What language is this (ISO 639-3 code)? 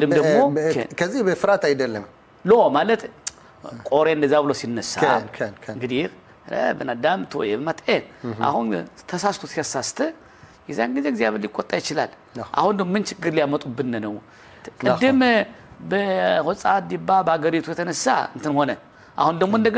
amh